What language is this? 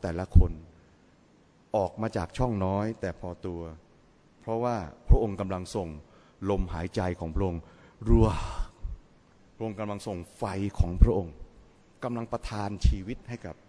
Thai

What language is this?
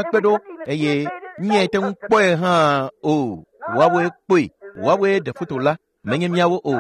Ewe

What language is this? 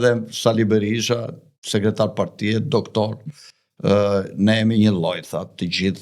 Albanian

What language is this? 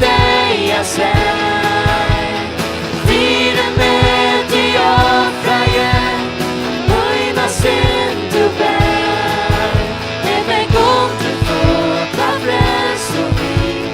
Faroese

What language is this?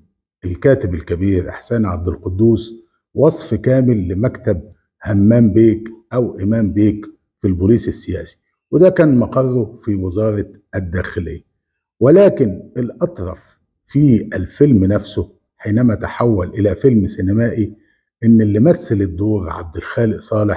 Egyptian Arabic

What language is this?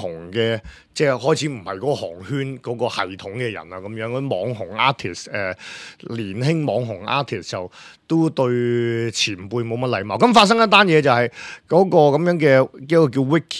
Cantonese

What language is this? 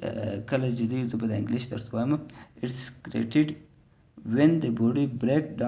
Pashto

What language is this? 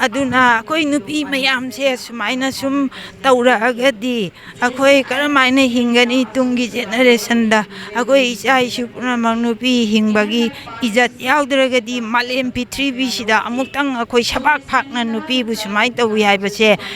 Manipuri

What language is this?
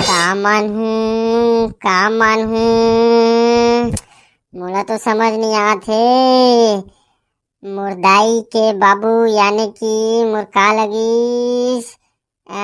Chhattisgarhi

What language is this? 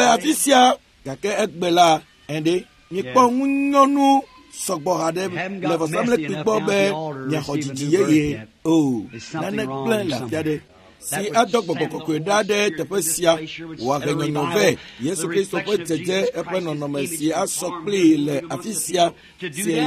Ewe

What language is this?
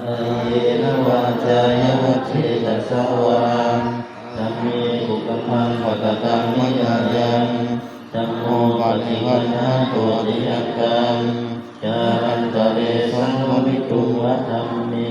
Pali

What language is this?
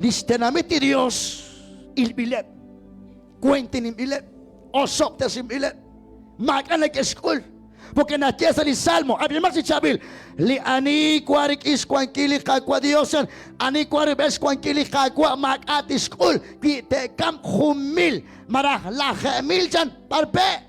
Kekchí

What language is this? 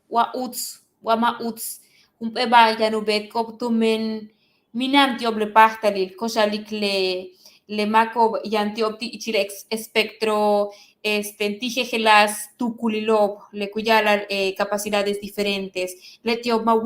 Yucateco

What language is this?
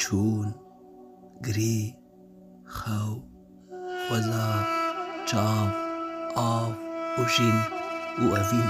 Kurdish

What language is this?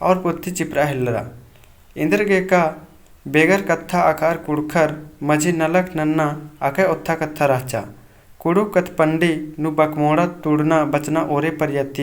Kurukh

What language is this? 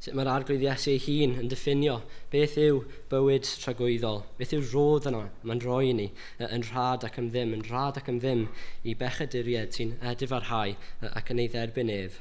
Welsh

